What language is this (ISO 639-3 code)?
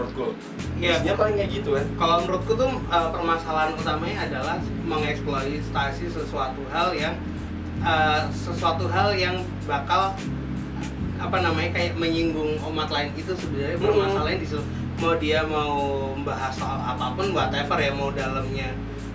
ind